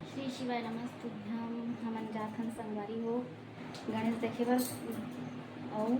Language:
Chhattisgarhi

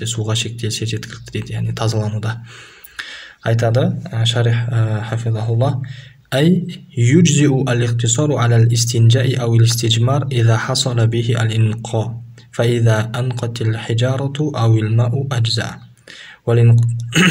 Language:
Kazakh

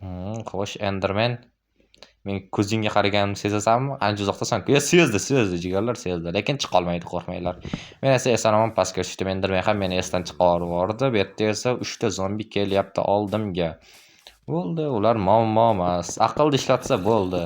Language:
Uzbek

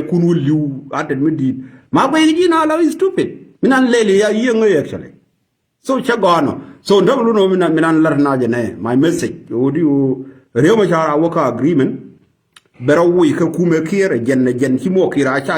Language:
Nuer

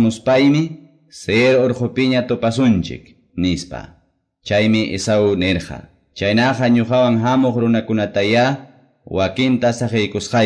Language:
Quechua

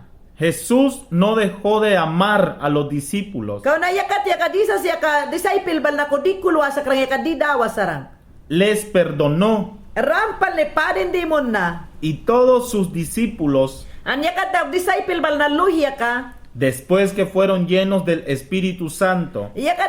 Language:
Mayangna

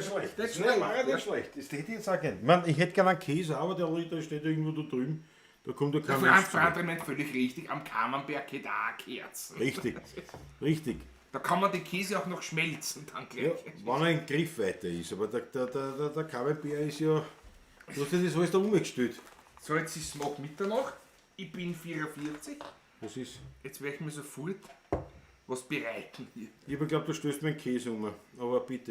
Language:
Bavarian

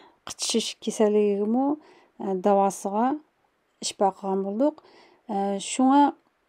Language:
Uyghur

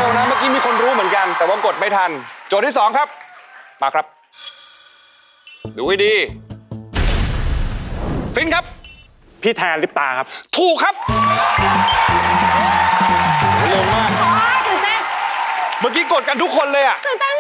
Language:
Thai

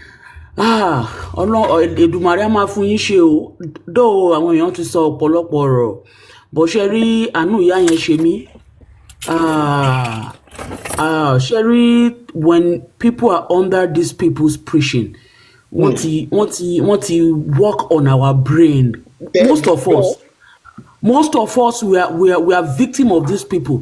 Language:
Yoruba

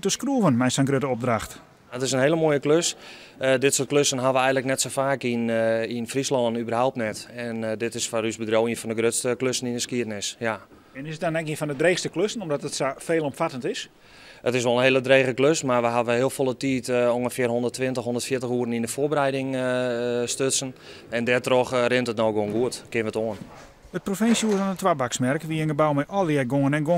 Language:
Western Frisian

